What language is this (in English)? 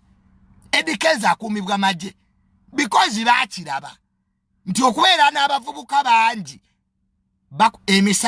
Ganda